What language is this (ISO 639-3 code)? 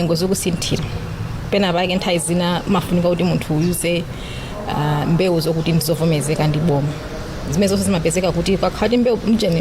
nya